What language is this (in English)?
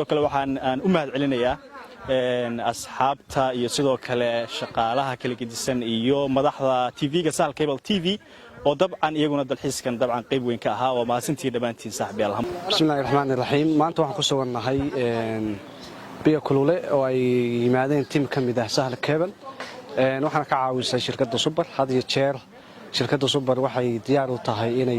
Somali